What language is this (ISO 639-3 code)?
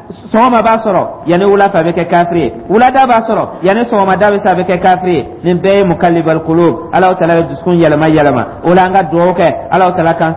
dyu